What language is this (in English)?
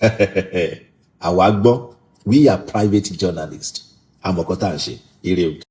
Yoruba